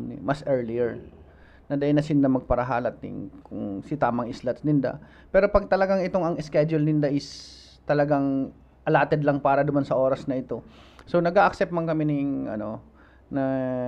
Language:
Bikol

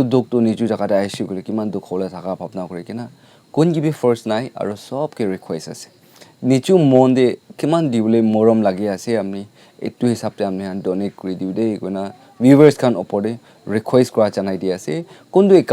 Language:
Naga Pidgin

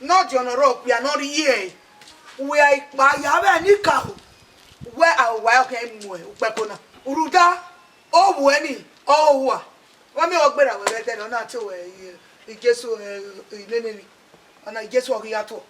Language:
Bini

